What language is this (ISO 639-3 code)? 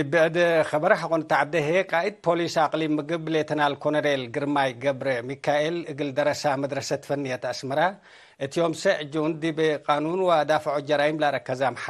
tig